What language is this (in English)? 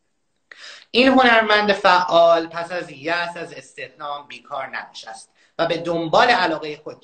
Persian